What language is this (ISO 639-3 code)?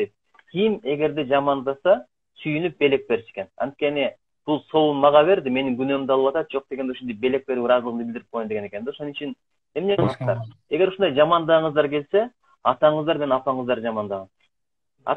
kir